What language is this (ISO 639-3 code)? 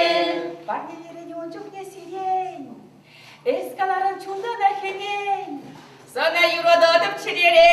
chv